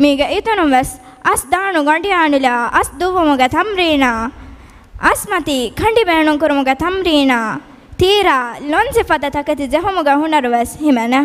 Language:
Divehi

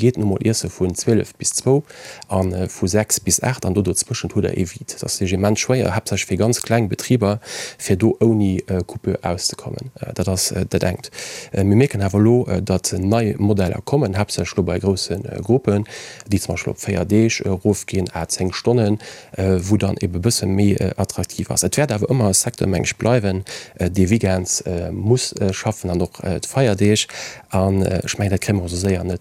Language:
Luxembourgish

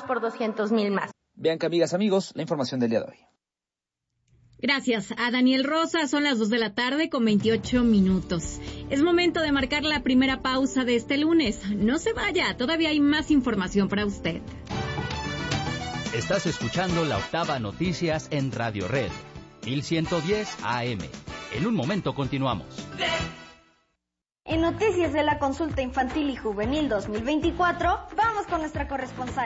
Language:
Spanish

